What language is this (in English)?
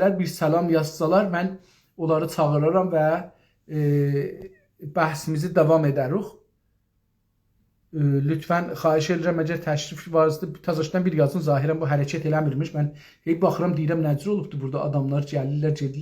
South Azerbaijani